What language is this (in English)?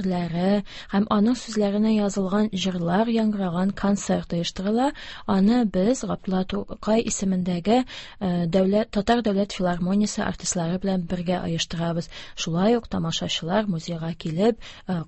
Tatar